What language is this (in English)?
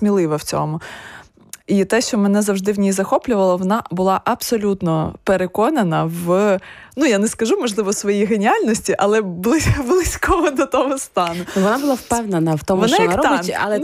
Ukrainian